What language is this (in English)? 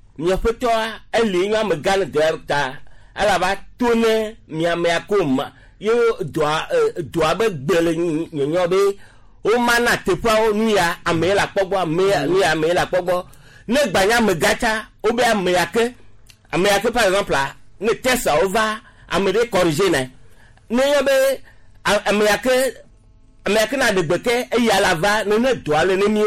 Gen